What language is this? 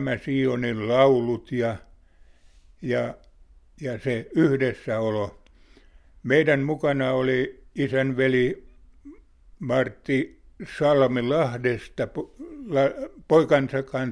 Finnish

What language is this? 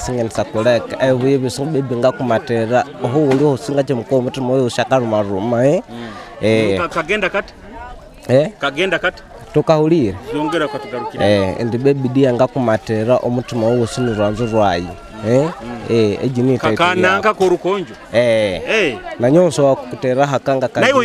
Nyoro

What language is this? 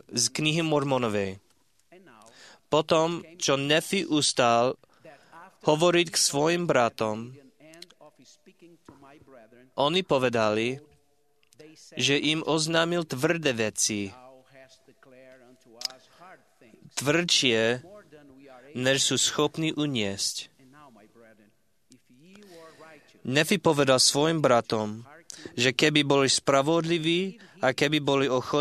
Slovak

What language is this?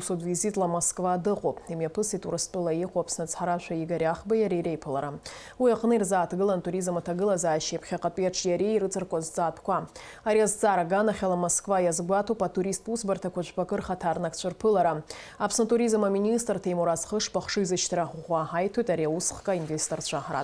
Abkhazian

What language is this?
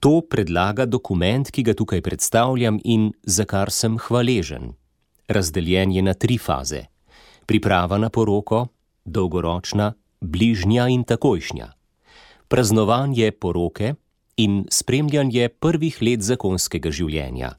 Slovenian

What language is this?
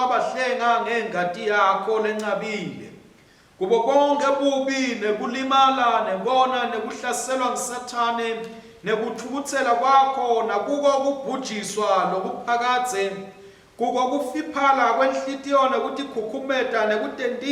Swati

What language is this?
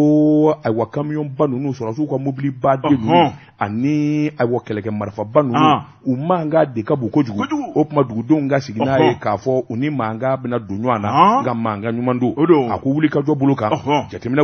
Bambara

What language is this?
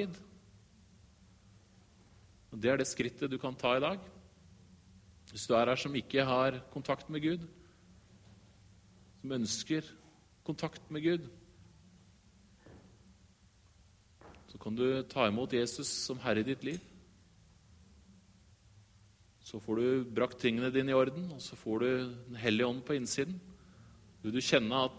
Norwegian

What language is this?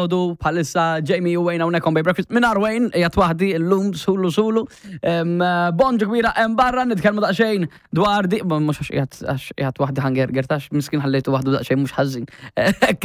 Maltese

